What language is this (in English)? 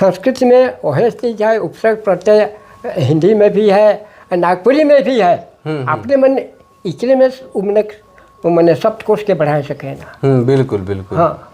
Sadri